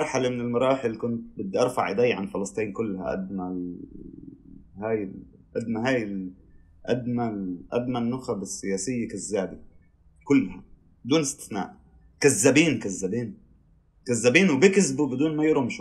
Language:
North Levantine Arabic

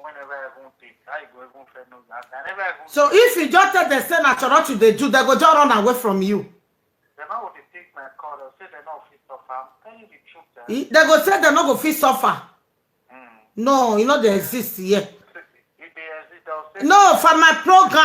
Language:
Nigerian Pidgin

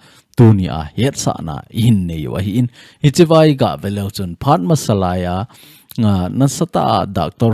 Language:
Thado Chin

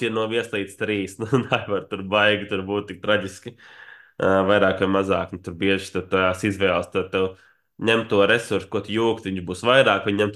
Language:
Latvian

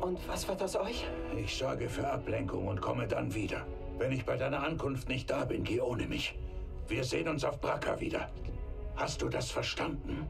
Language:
Bavarian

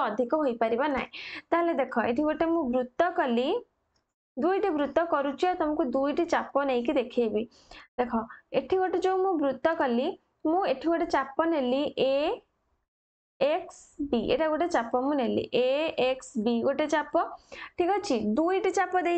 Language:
Odia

